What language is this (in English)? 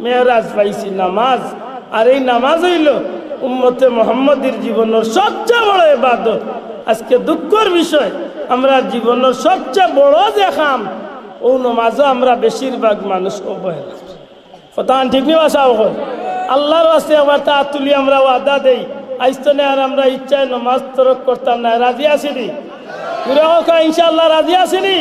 Sylheti